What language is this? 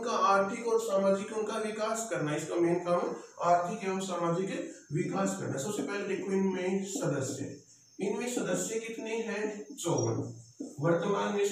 Hindi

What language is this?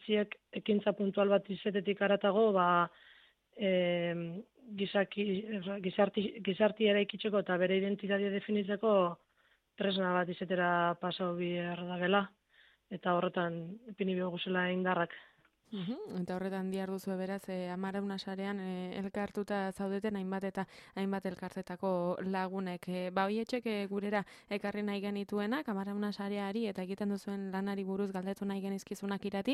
Basque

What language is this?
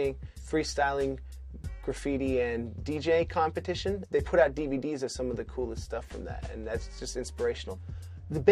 English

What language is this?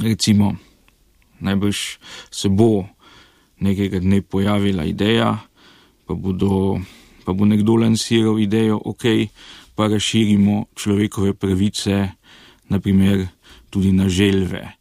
Slovenian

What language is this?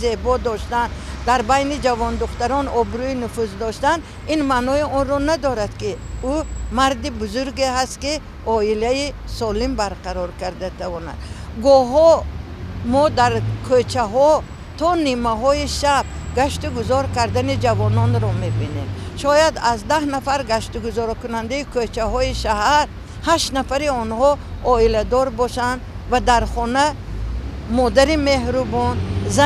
Tajik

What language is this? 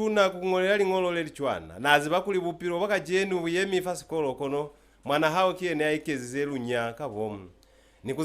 Lozi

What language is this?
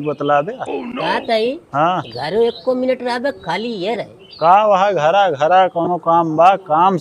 Awadhi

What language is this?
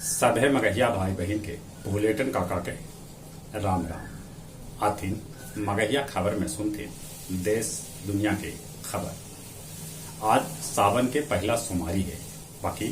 Magahi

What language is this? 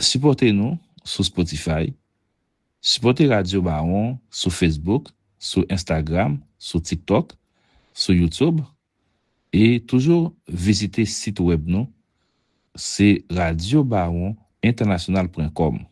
Haitian Creole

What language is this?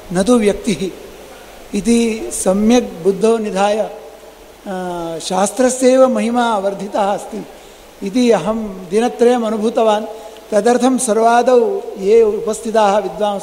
Sanskrit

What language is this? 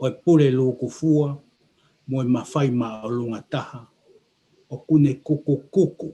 Tongan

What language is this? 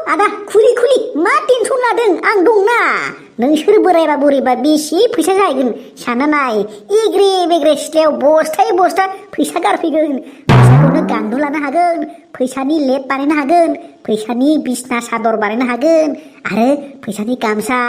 Bodo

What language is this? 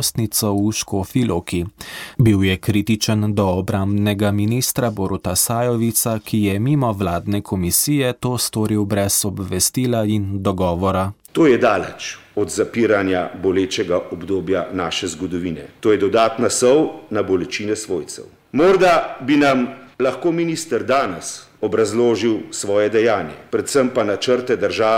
Slovenian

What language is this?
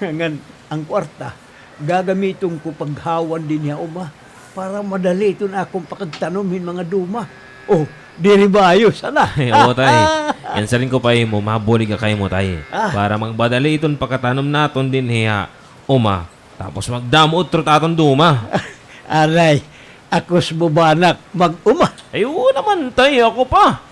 Waray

